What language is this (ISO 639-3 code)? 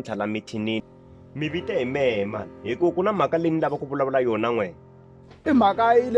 tso